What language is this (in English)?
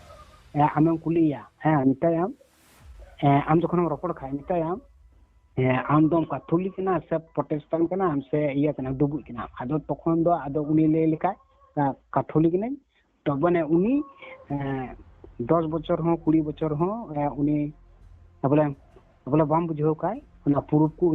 Santali